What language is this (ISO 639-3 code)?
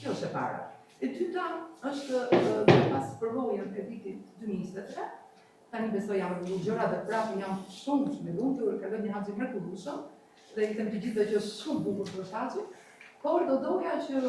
sqi